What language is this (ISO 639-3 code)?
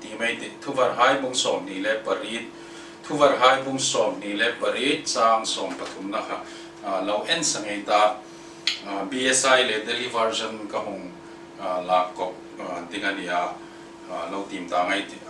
hmr